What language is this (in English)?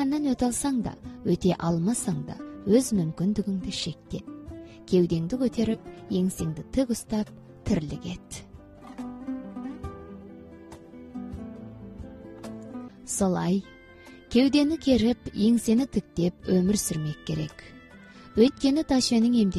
Kazakh